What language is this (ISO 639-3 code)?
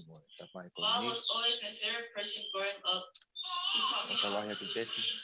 ton